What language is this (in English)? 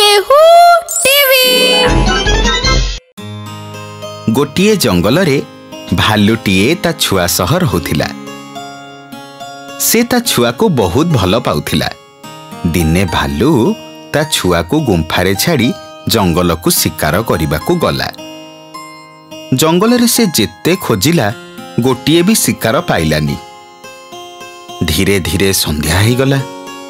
Odia